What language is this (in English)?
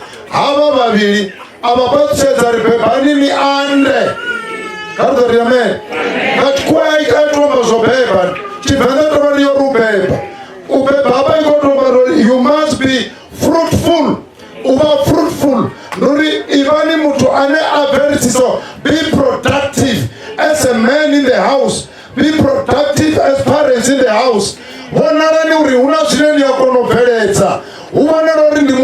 Venda